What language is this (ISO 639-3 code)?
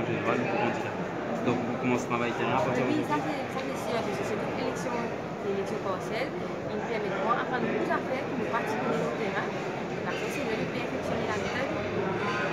mfe